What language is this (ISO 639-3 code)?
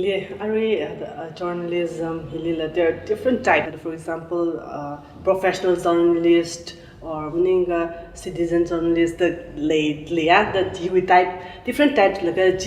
nmf